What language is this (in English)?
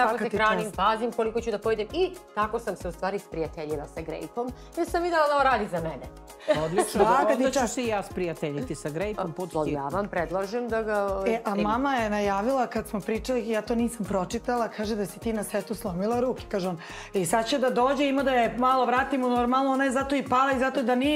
Serbian